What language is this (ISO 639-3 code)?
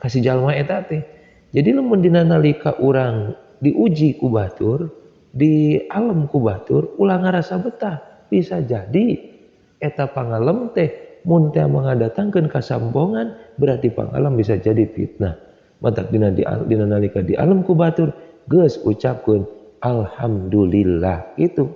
sun